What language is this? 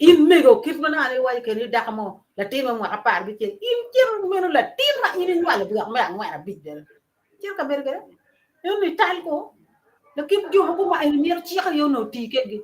Acoli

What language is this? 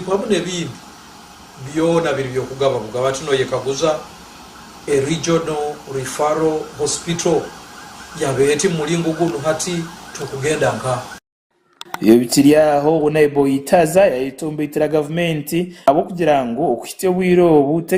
Nyankole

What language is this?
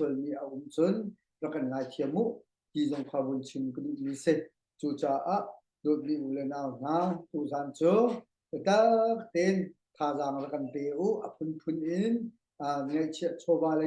Hakha Chin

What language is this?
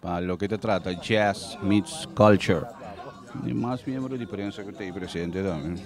Papiamento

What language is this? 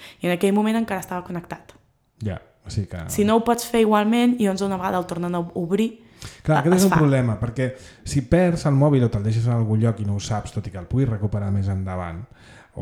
Catalan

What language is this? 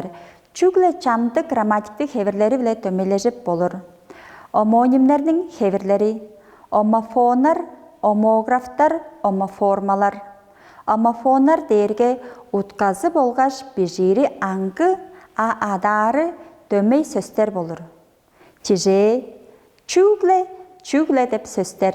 Tuvinian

